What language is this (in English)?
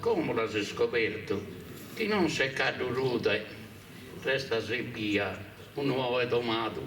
Sardinian